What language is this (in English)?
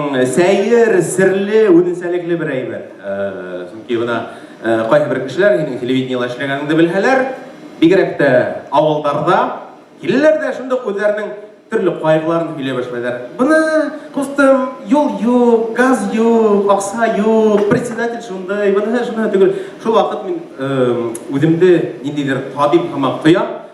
Bashkir